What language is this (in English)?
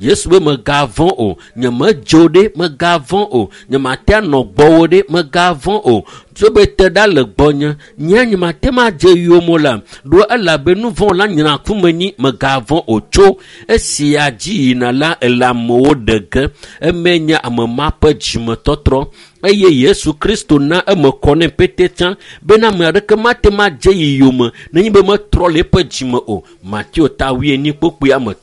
Ewe